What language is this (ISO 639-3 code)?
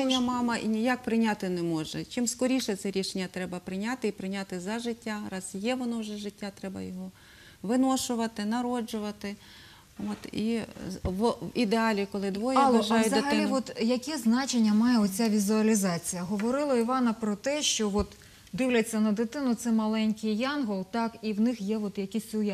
ukr